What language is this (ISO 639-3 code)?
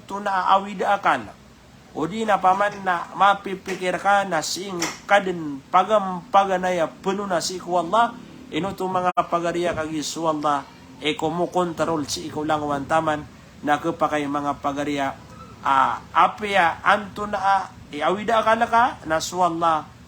mrw